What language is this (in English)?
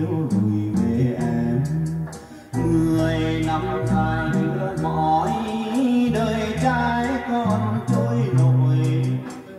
Vietnamese